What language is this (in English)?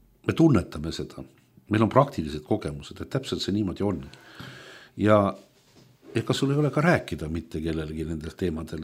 Estonian